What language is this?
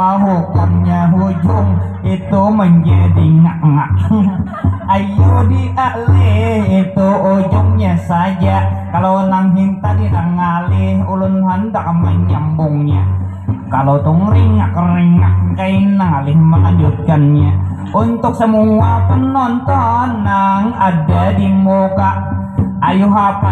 Banjar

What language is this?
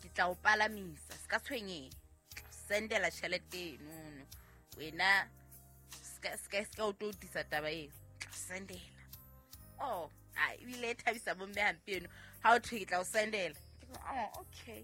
Southern Sotho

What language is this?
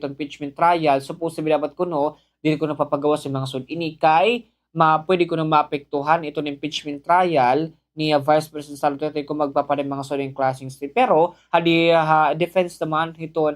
Waray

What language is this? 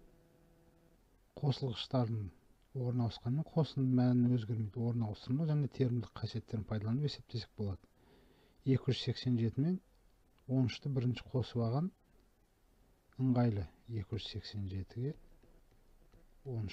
Kazakh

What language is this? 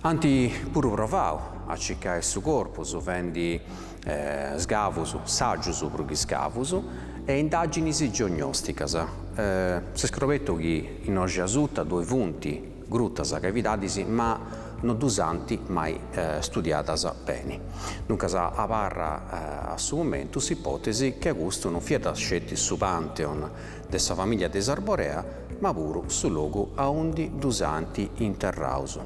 Sardinian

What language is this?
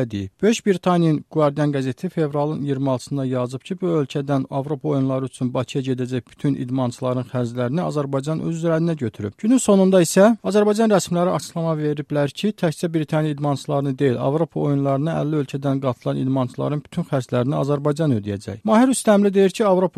Azerbaijani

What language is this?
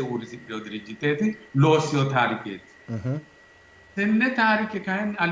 Sidamo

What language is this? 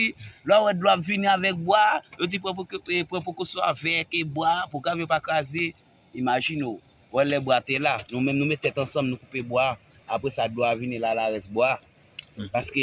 Haitian Creole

